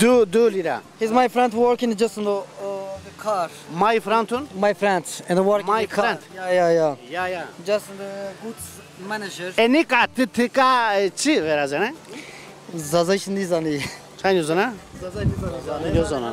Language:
Zaza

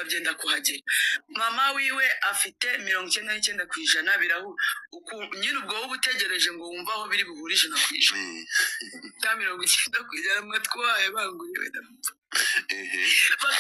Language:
Kinyarwanda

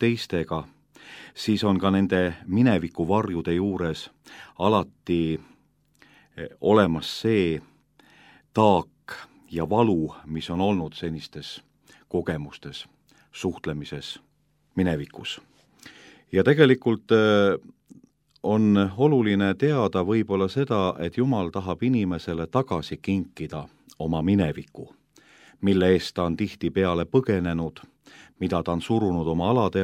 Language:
Estonian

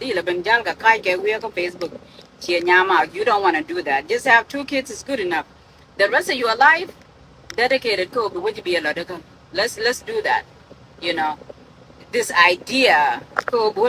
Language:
Nuer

